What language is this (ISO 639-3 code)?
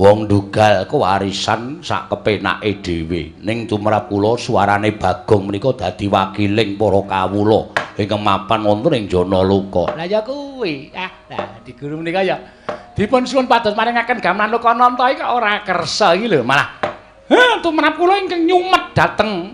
jav